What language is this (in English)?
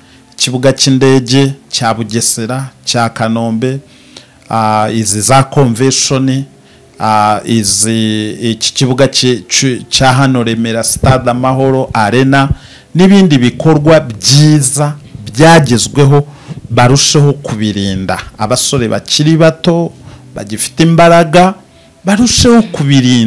Kinyarwanda